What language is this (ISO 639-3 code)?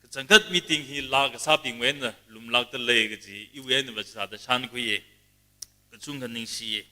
nmf